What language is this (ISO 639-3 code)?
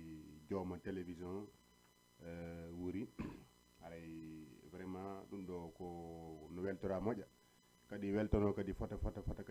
ful